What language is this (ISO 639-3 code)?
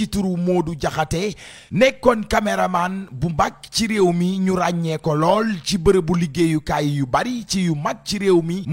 wol